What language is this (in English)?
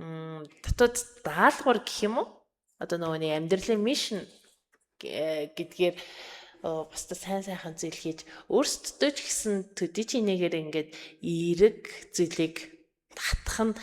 Mongolian